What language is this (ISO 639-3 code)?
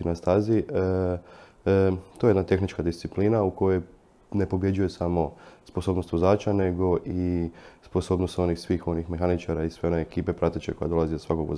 hrv